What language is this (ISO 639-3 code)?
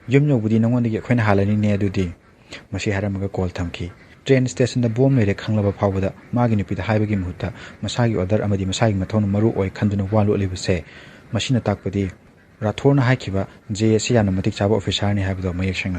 mni